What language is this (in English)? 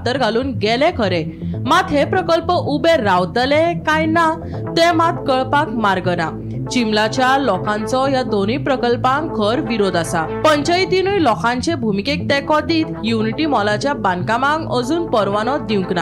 Konkani